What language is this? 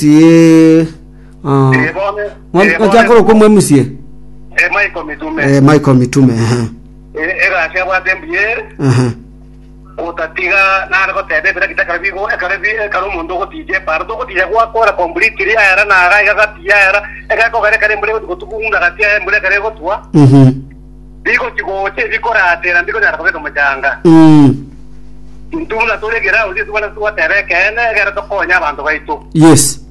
Gusii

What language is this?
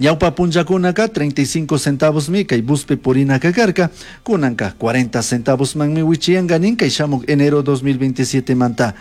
Chimborazo Highland Quichua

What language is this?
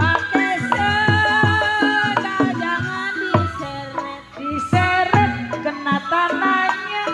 Betawi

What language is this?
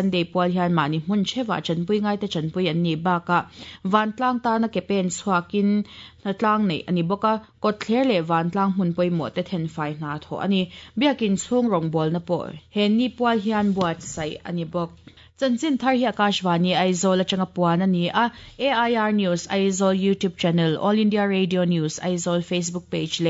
Mizo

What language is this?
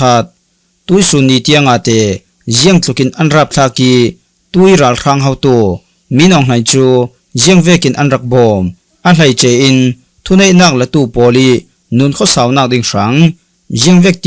Falam Chin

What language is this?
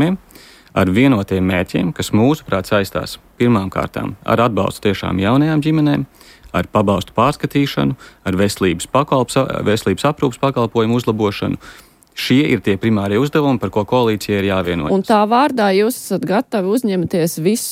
Latvian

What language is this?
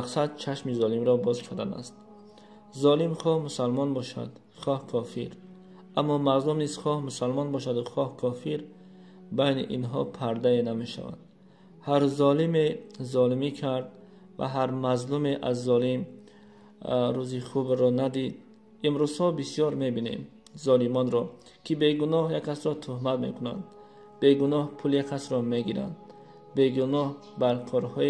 Tajik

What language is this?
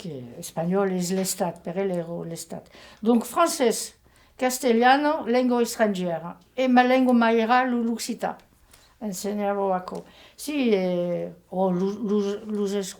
Occitan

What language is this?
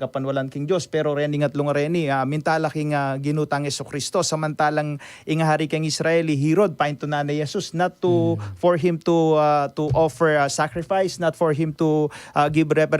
Pampanga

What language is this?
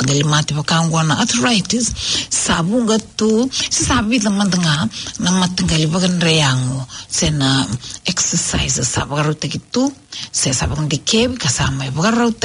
Fijian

